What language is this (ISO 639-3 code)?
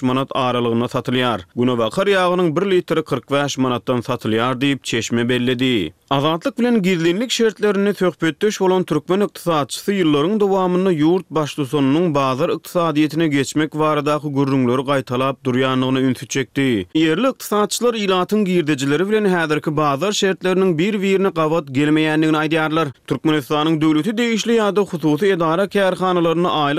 tuk